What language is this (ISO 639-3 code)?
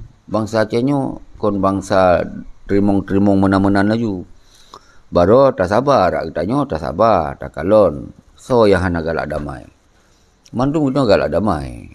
ace